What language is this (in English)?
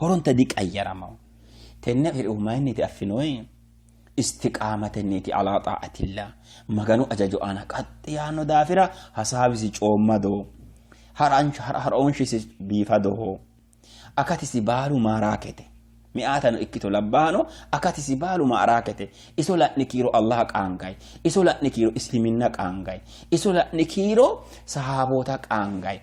Sidamo